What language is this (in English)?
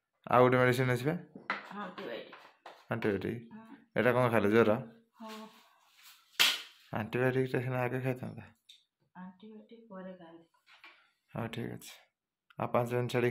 Odia